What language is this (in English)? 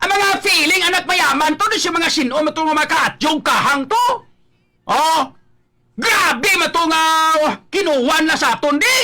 Hiligaynon